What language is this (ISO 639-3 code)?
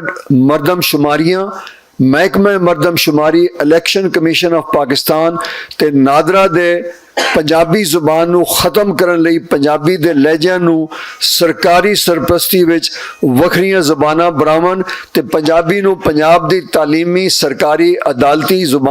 lah